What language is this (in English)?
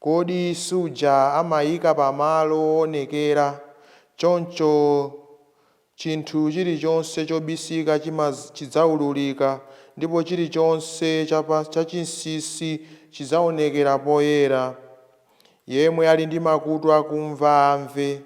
Nyanja